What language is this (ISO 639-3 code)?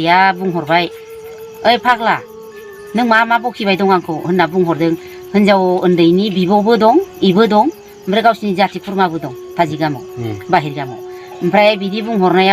brx